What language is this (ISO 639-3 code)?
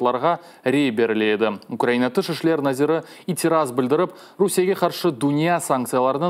crh